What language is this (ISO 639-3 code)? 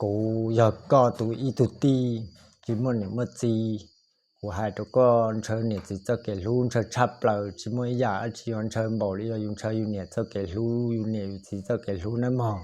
hmn